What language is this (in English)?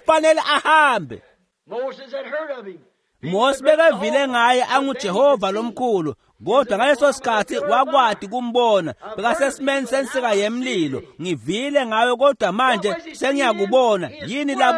Swati